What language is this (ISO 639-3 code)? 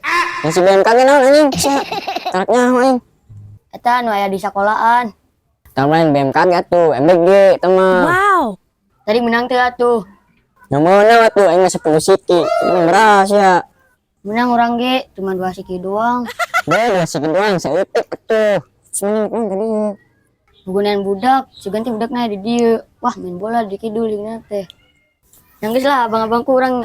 sun